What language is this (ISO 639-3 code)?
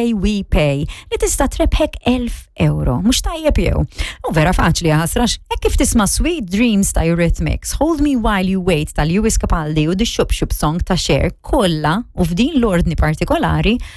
mlt